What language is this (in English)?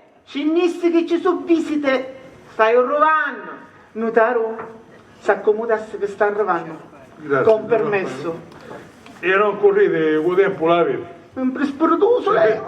Sicilian